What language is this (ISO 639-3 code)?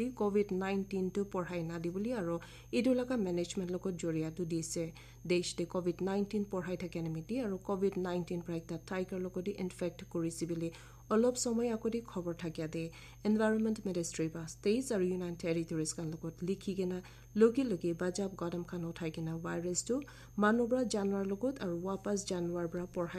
nag